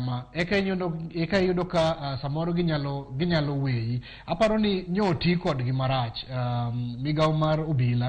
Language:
Luo (Kenya and Tanzania)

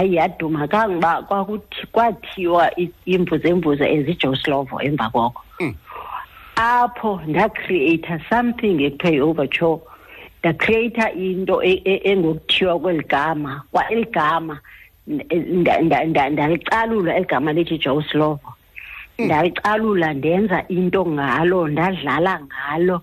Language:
Xhosa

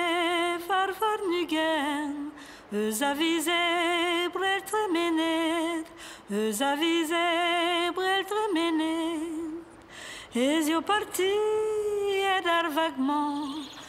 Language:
Breton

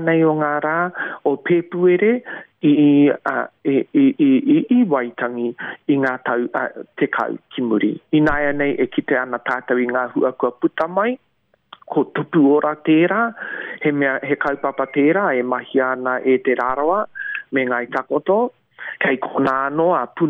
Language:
Māori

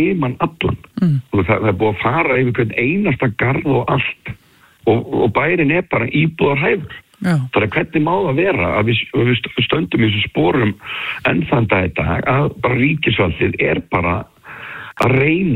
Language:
Icelandic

